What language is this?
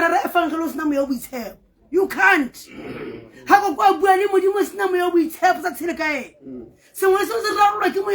Tswana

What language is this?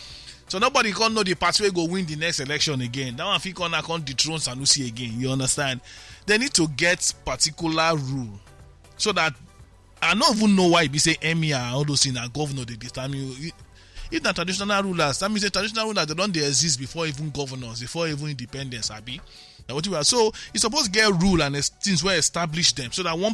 Nigerian Pidgin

